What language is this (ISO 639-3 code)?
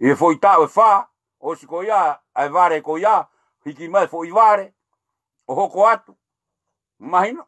ton